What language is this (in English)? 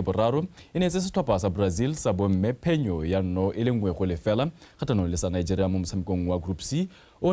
Tswana